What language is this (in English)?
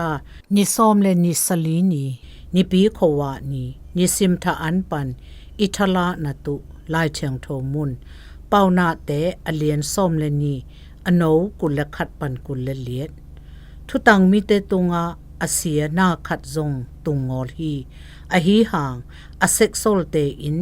Zou